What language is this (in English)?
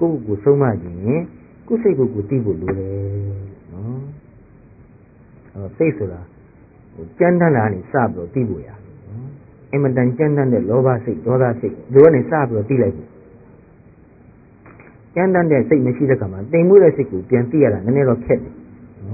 Burmese